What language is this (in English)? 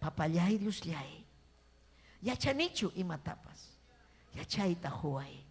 Ayacucho Quechua